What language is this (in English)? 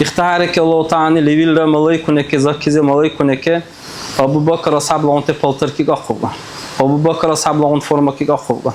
Dargwa